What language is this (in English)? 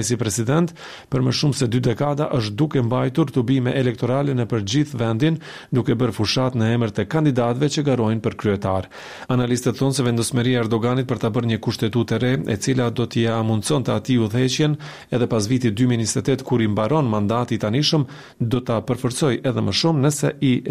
Albanian